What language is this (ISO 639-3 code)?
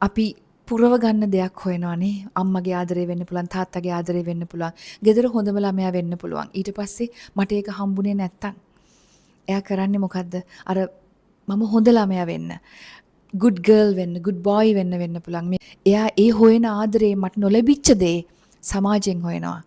sin